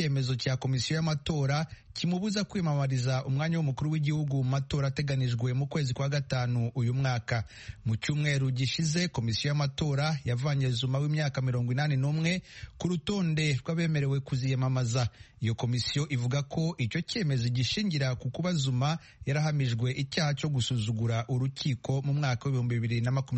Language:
Kinyarwanda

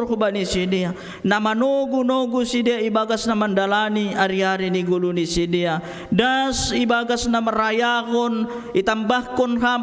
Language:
Batak Simalungun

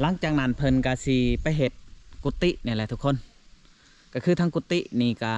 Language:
Lao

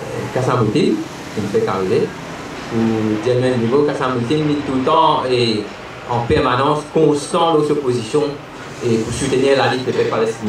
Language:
Morisyen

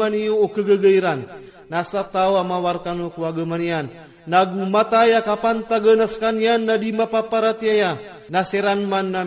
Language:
Iranun (Philippines)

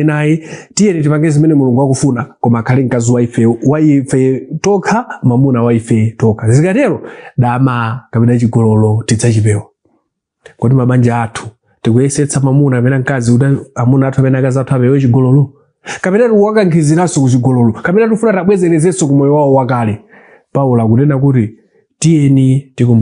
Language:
Nyanja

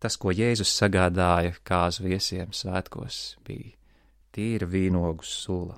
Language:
Latvian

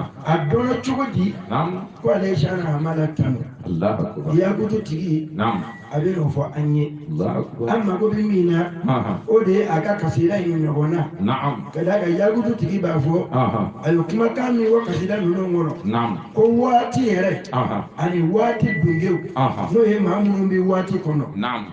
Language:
Bambara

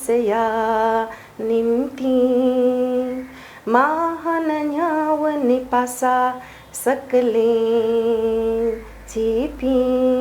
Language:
Newari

